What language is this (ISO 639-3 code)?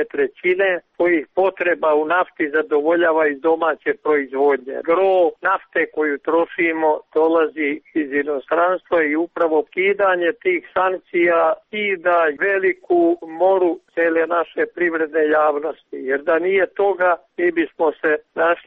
srp